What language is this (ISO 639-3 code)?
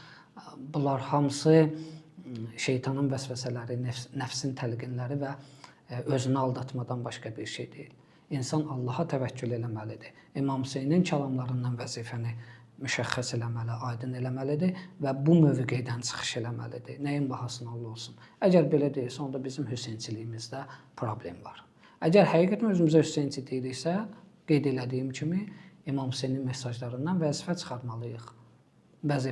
aze